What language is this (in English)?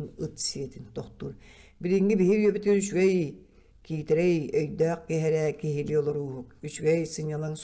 Yakut